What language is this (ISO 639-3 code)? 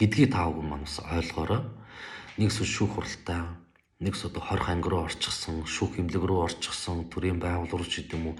mon